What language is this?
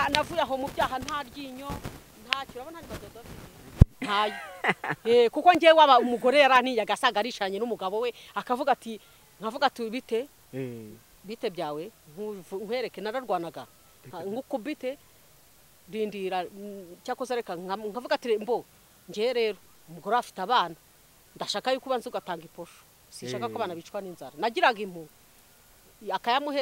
Kinyarwanda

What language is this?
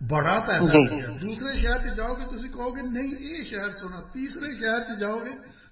Punjabi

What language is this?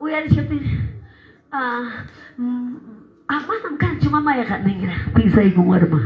Quechua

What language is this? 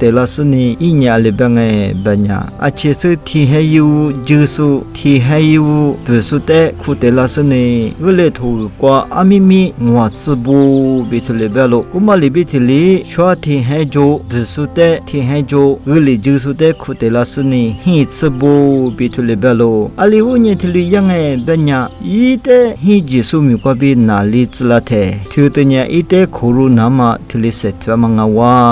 Lisu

